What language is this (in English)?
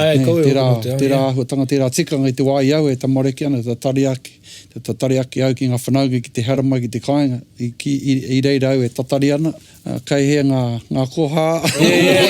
Māori